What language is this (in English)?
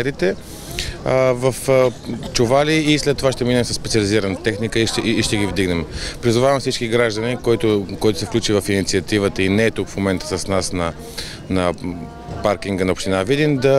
Bulgarian